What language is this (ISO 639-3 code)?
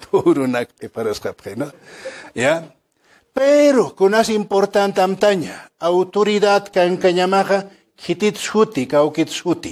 aym